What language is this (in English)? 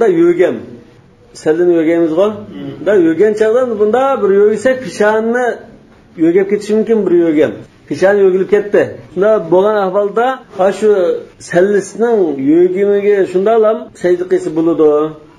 Uyghur